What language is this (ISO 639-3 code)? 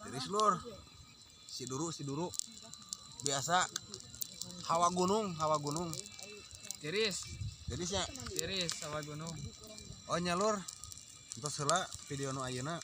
sun